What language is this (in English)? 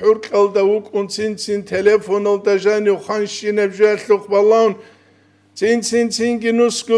Avaric